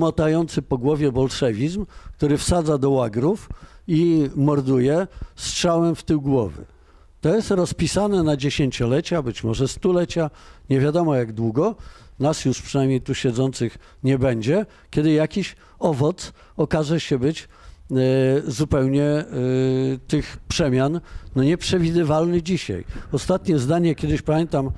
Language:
Polish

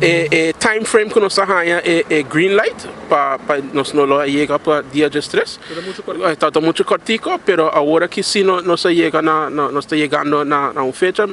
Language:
Papiamento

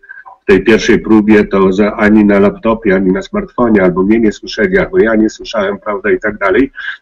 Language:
Polish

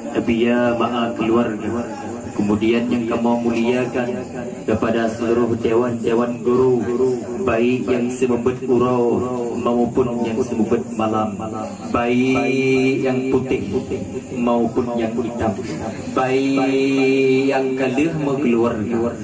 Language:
Achinese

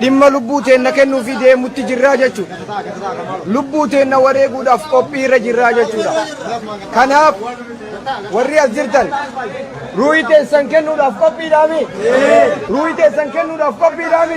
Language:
Oromo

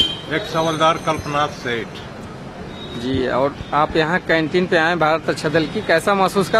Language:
Hindi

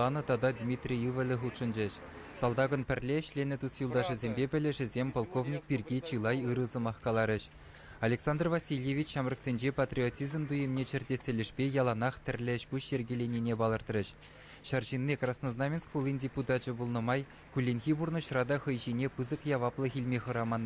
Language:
Chuvash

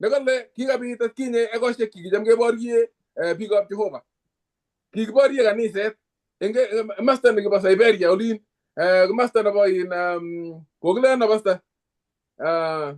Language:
Kalenjin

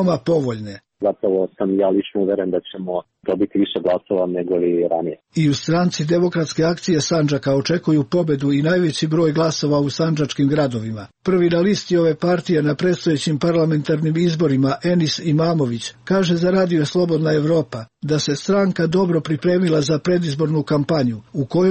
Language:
Serbian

